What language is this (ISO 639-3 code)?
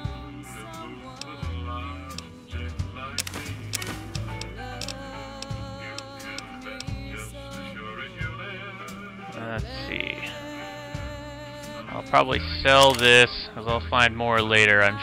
eng